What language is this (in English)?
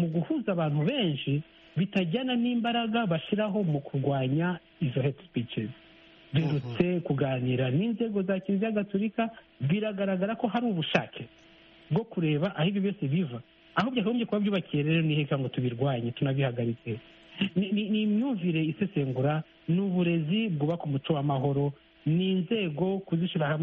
Kinyarwanda